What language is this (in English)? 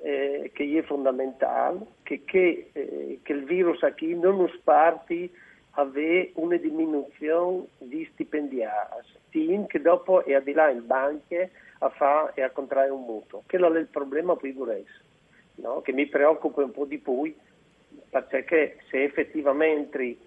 Friulian